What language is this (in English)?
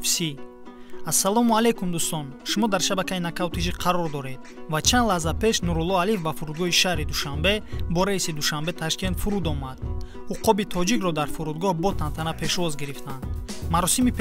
Tajik